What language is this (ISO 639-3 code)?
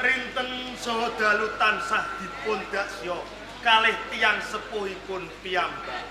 jav